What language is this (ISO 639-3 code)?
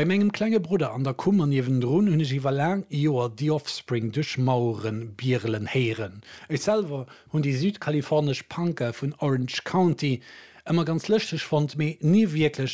ltz